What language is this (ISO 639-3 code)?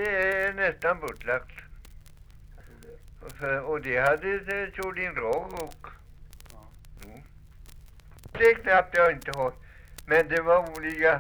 swe